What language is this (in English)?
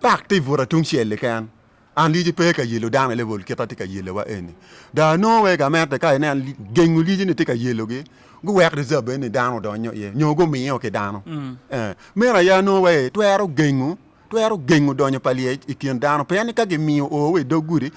Acoli